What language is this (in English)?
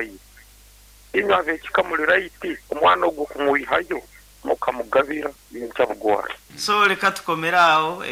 Nyankole